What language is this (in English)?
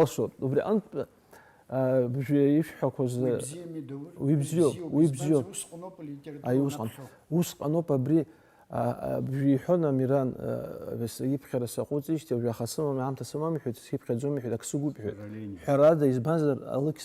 Abkhazian